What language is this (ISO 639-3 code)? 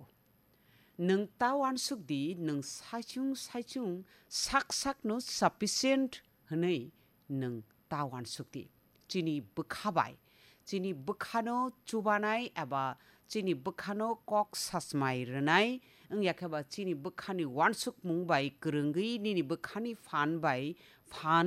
trp